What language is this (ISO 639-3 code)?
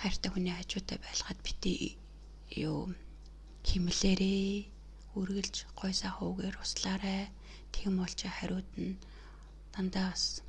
mon